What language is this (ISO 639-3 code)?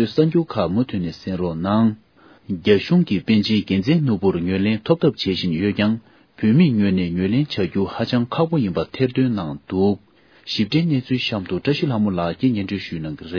bod